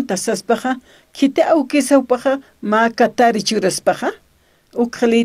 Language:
Aymara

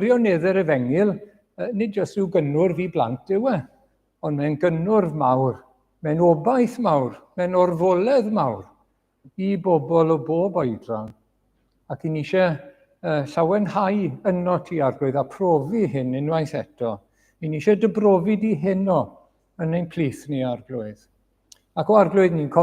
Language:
Welsh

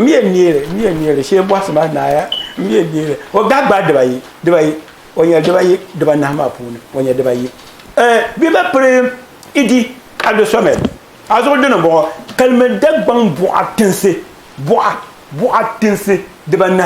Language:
Dagbani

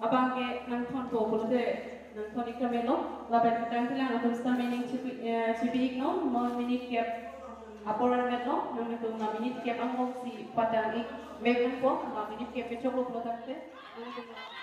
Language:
Karbi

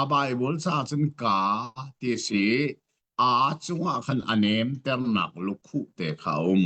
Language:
Hakha Chin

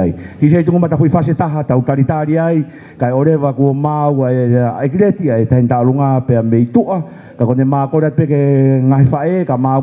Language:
Tongan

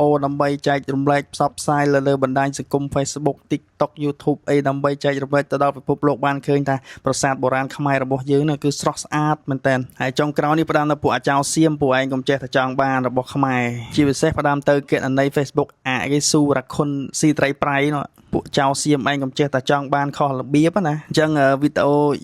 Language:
Khmer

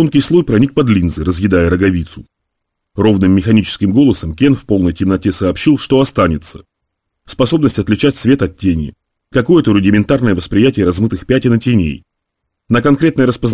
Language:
Russian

